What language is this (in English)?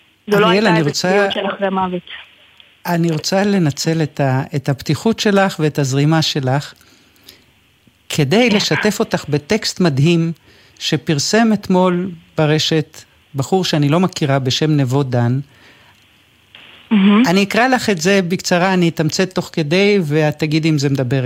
Hebrew